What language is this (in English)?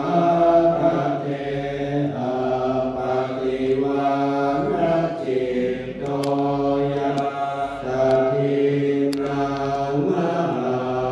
Pali